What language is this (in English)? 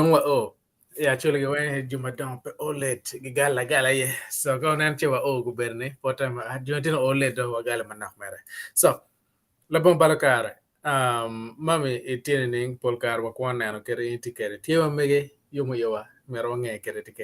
Acoli